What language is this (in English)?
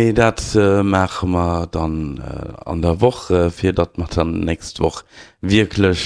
Luxembourgish